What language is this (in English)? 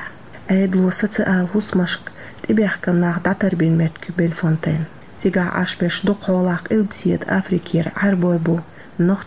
Chechen